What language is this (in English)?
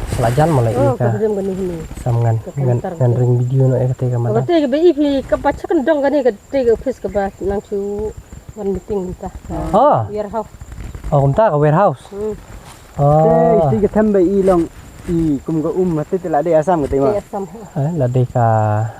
Khasi